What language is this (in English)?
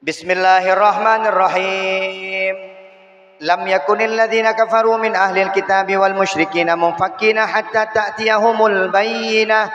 Achinese